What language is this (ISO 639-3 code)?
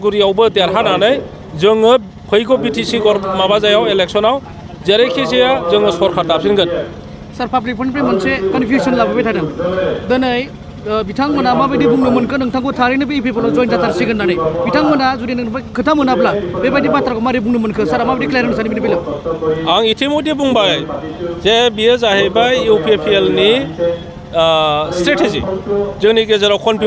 brx